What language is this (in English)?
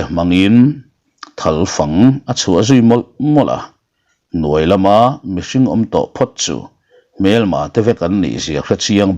Mizo